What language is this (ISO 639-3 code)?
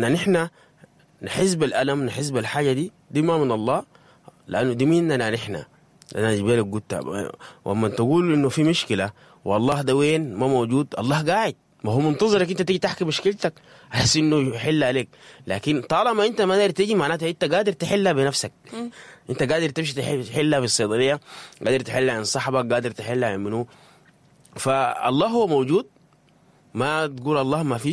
apd